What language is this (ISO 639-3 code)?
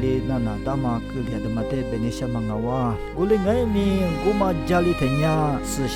lis